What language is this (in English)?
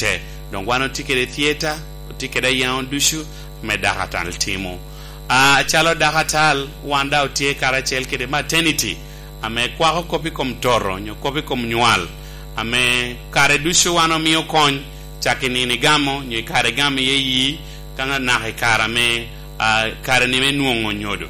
Lango (Uganda)